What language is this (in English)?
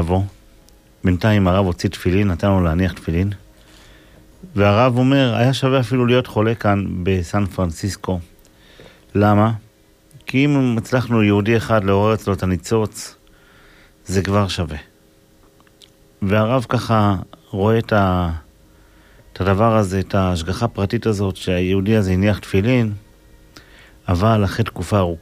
Hebrew